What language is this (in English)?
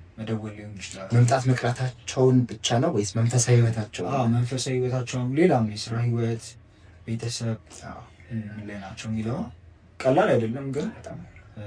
Amharic